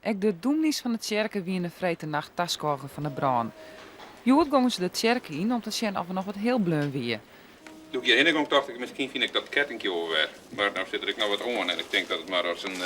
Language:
Western Frisian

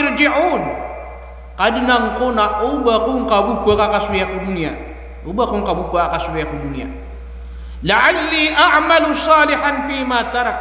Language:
Maranao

